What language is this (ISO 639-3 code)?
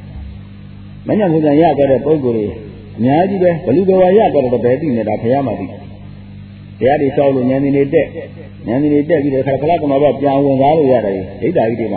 mya